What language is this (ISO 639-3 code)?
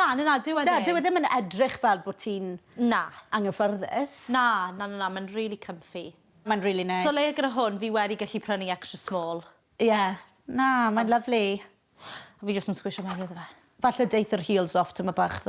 cym